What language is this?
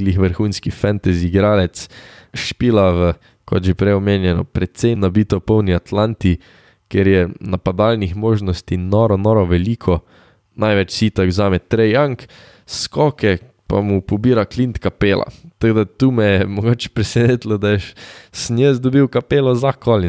Slovenian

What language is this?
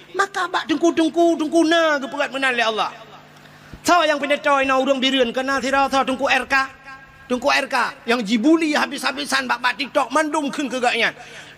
Achinese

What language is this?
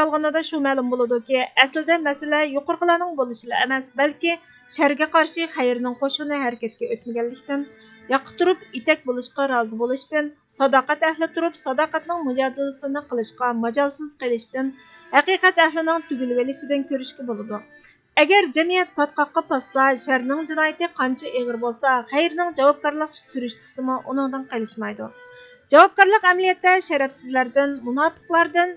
Uyghur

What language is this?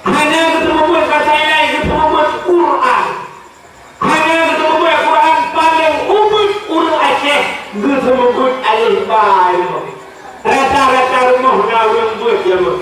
Achinese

